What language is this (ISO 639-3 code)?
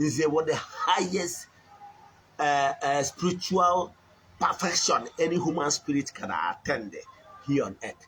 ibo